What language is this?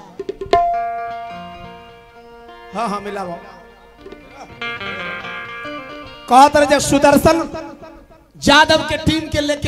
Bhojpuri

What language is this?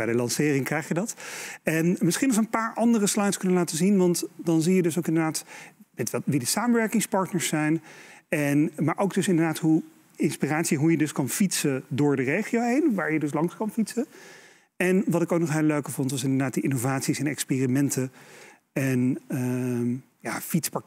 Dutch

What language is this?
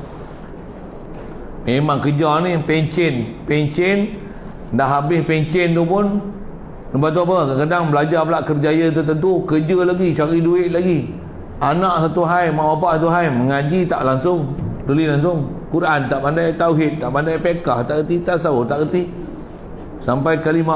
Malay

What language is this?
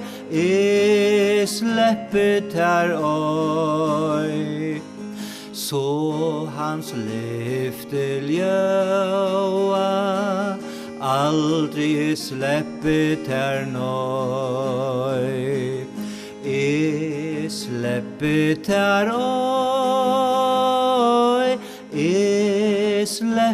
Faroese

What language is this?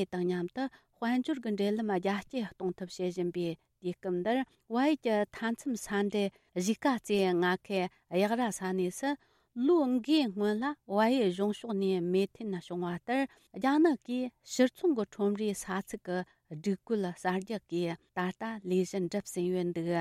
Tibetan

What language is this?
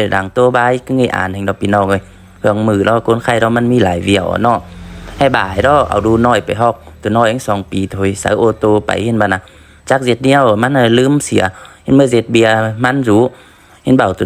Lao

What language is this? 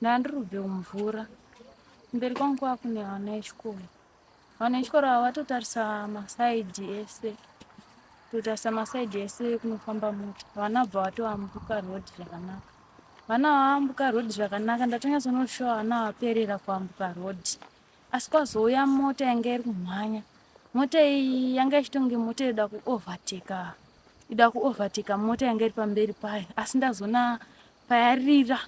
Shona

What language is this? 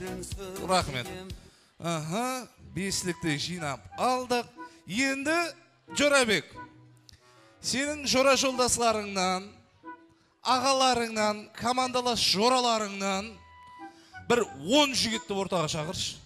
Kazakh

